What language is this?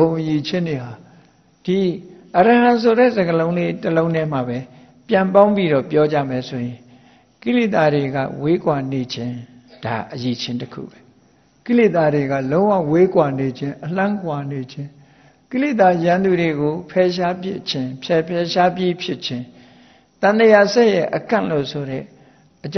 Burmese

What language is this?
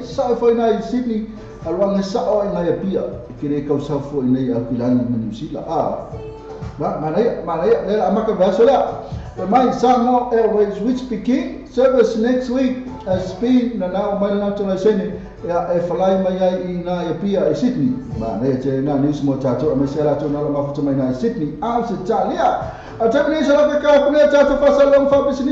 Samoan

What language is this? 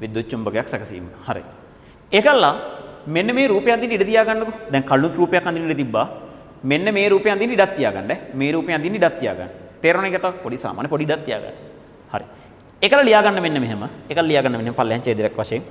Sinhala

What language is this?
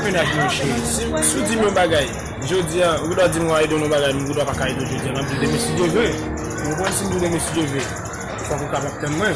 Haitian Creole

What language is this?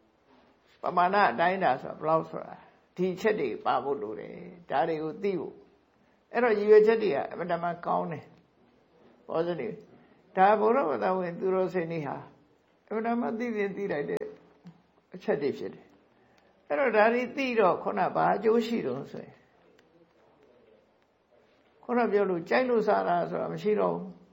Burmese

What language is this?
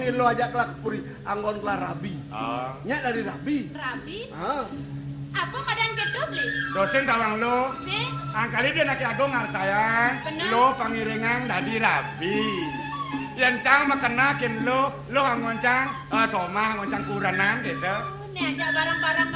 Balinese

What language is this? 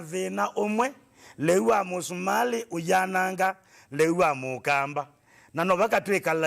Kamba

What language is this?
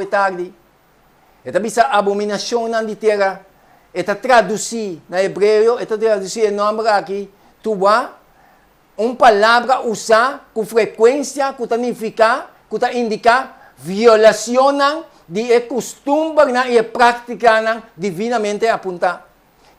Papiamento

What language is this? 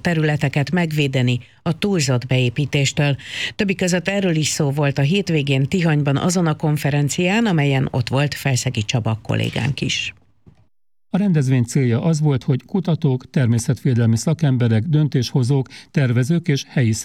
Hungarian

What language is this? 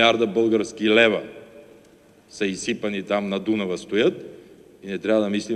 Bulgarian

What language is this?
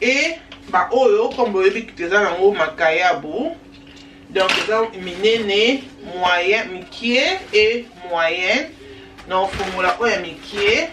Lingala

